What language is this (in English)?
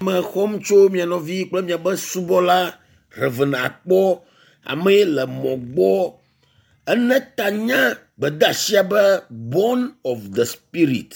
Ewe